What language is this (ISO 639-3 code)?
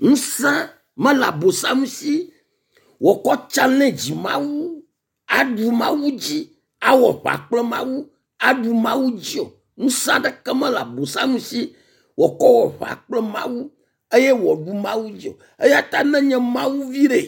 ewe